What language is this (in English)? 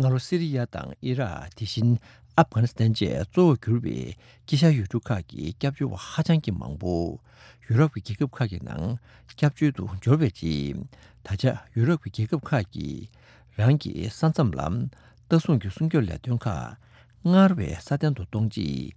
Tibetan